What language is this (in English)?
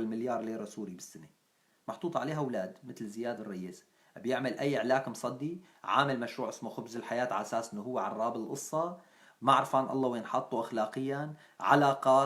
North Levantine Arabic